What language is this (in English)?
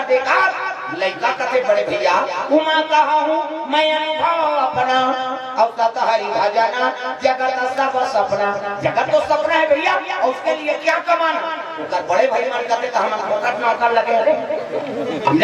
Chhattisgarhi